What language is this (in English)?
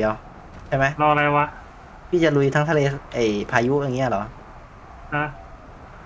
Thai